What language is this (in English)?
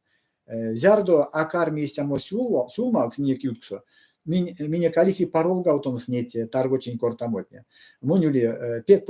Erzya